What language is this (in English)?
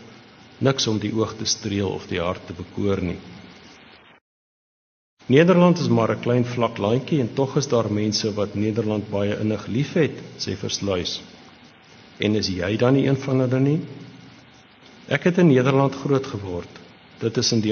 Afrikaans